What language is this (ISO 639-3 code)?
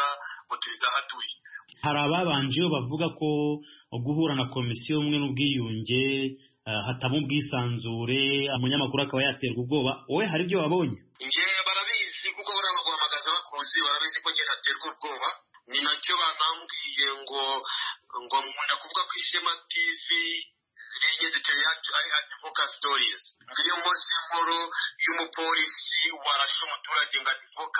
kin